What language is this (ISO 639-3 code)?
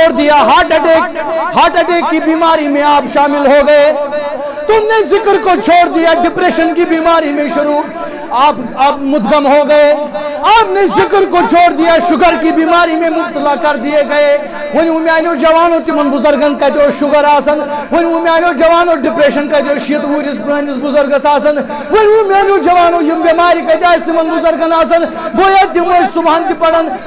kas